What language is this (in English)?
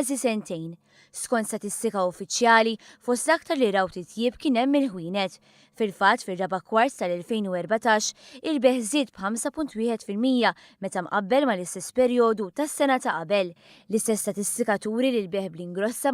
Maltese